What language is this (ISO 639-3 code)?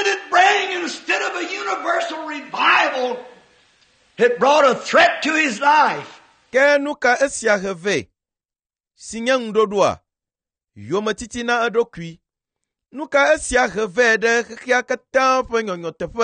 ewe